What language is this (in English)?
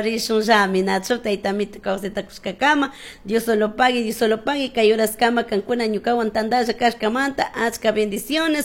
Chimborazo Highland Quichua